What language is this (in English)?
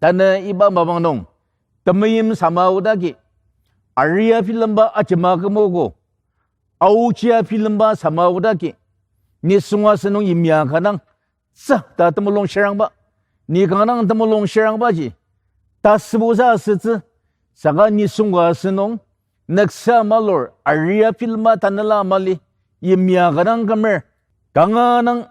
Ao Naga